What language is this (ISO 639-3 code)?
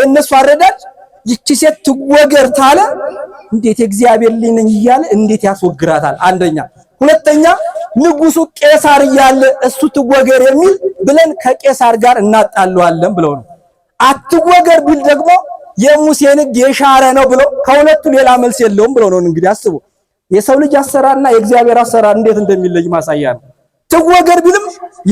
amh